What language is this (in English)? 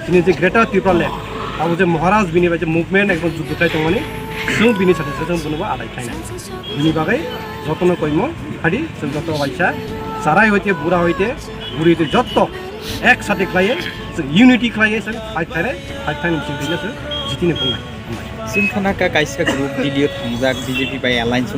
Kok Borok